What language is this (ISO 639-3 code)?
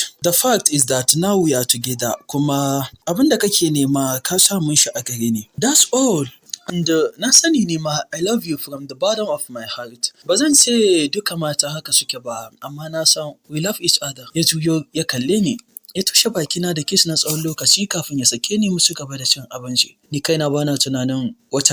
hau